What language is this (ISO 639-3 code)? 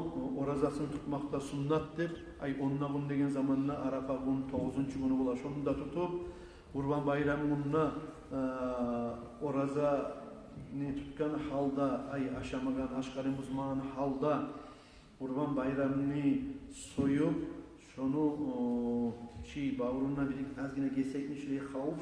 kum